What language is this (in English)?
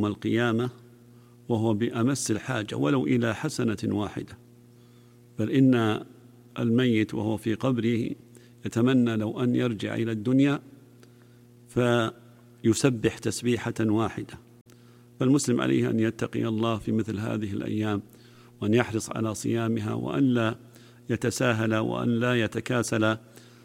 Arabic